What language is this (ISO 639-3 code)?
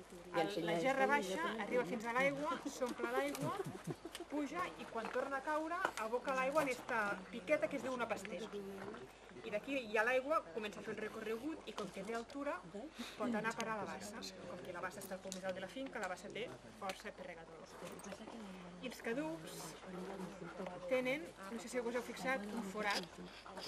cat